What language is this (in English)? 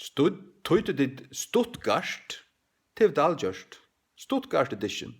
Faroese